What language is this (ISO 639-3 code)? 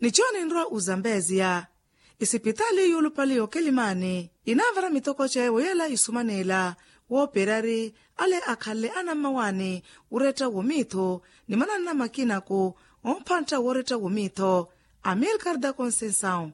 vmw